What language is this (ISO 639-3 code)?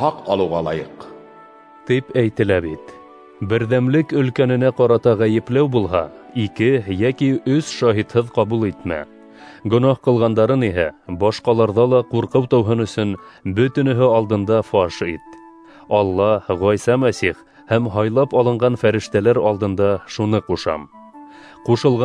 bak